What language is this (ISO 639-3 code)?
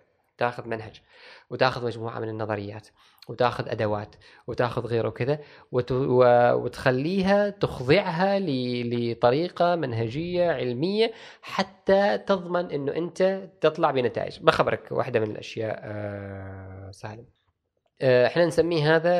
afb